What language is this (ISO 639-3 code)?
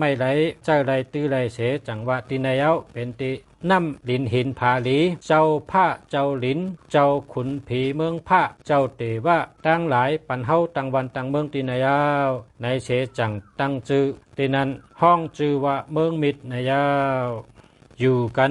shn